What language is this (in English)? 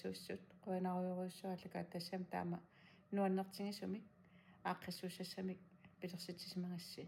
Kalaallisut